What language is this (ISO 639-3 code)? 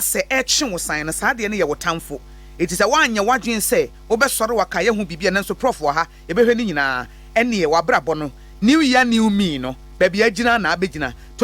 aka